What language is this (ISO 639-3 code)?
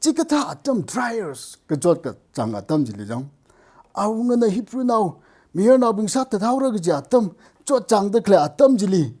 nmf